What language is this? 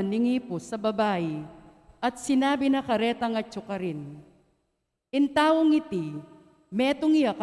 Pampanga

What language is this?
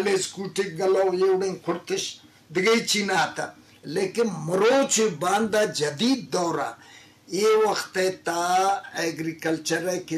Eastern Balochi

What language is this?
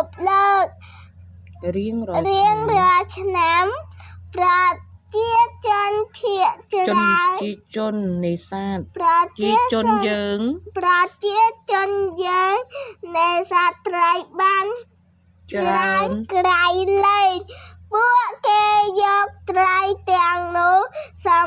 Khmer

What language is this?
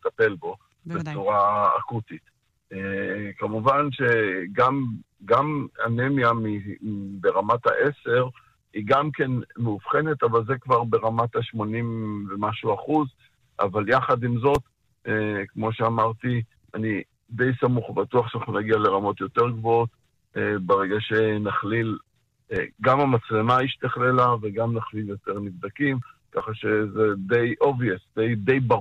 Hebrew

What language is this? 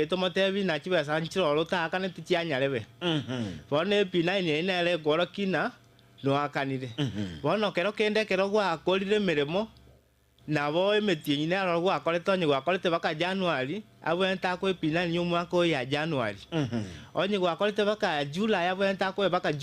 Gusii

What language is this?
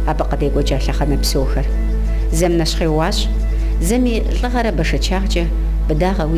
Kabardian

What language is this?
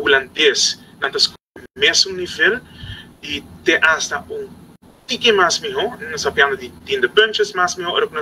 Papiamento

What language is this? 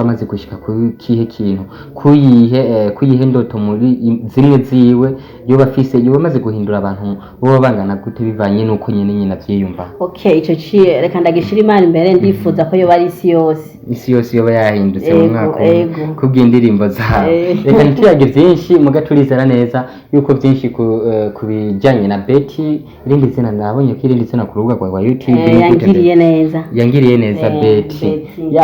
Rundi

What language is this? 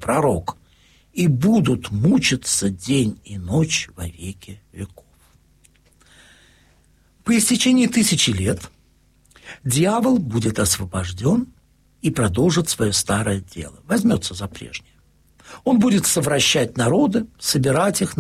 Russian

